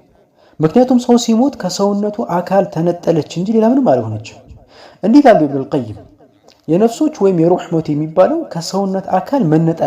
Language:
Amharic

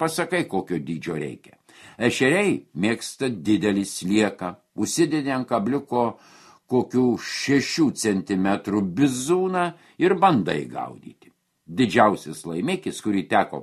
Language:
Lithuanian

